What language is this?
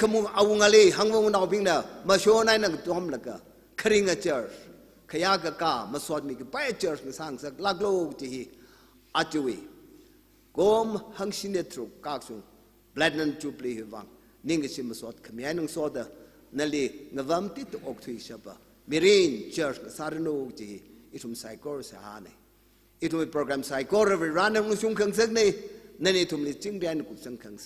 Tangkhul Naga (India)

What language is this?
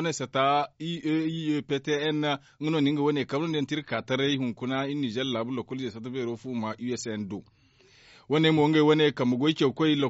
Zarma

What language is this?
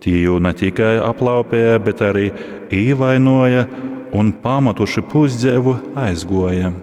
Latgalian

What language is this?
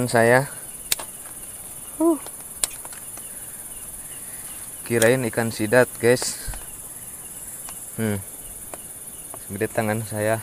Indonesian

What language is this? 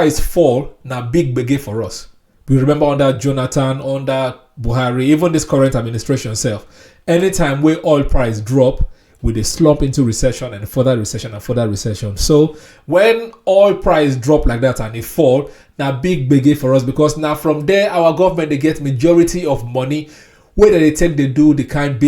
Nigerian Pidgin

